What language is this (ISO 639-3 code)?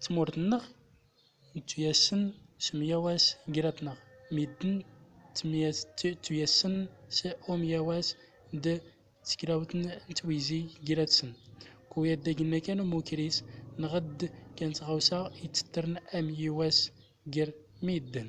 tzm